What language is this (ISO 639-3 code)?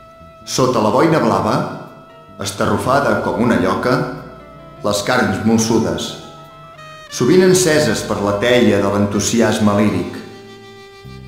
cat